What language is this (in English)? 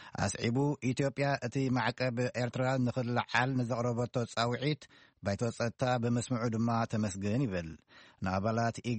Tigrinya